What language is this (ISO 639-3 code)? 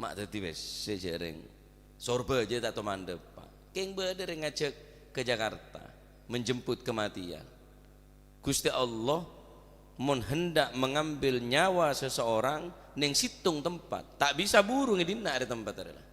mad